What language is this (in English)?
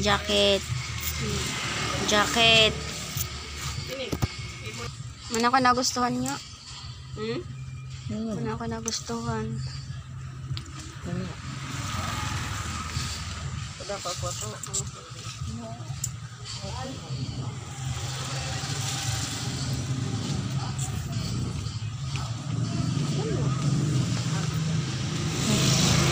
Filipino